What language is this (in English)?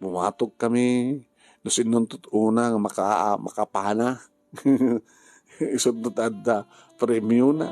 Iloko